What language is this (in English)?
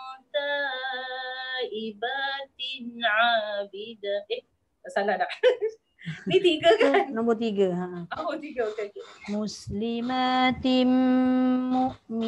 Malay